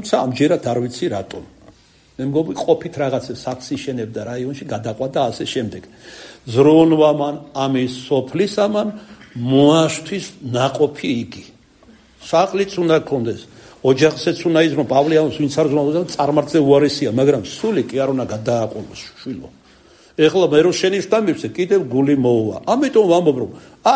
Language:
Georgian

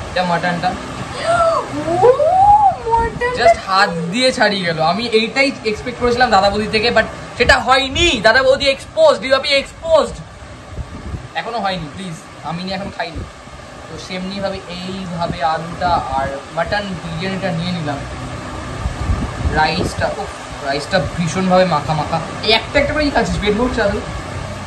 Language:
Bangla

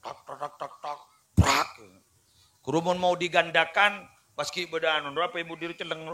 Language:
Madurese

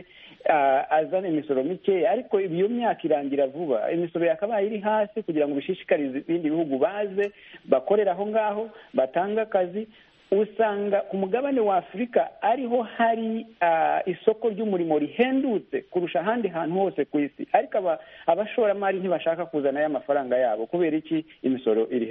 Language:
Kinyarwanda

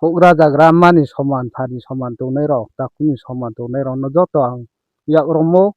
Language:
Riang (India)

